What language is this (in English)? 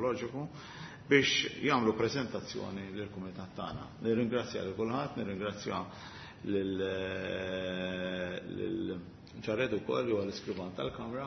Maltese